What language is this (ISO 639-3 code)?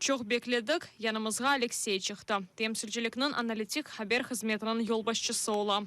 crh